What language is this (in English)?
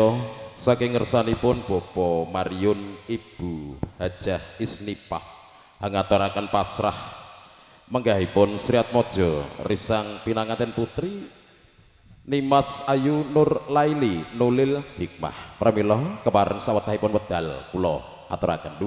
Javanese